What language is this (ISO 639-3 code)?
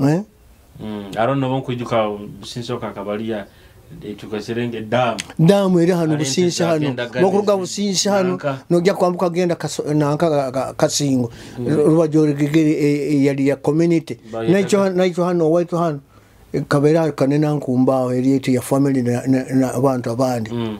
nyo